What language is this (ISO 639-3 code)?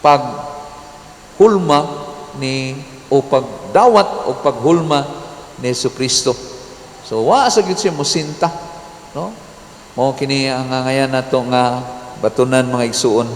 ceb